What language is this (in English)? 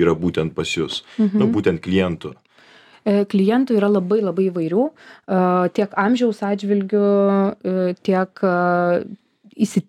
Lithuanian